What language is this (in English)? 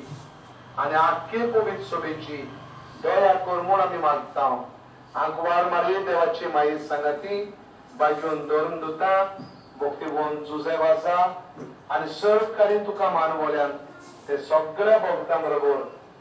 Konkani